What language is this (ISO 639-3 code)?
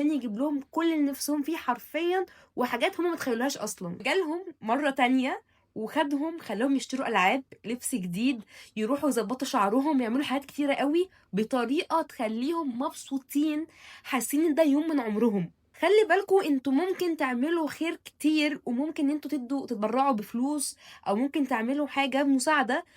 arz